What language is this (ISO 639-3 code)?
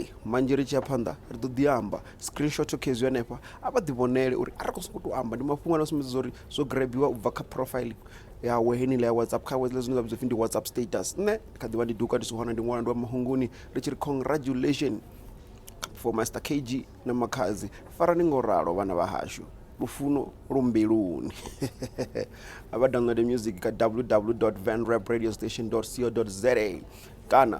ven